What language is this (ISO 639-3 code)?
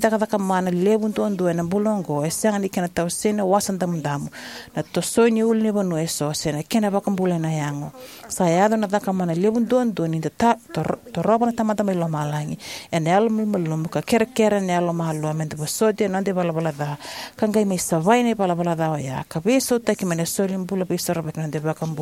fij